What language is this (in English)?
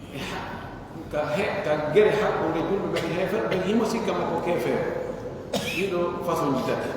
Pular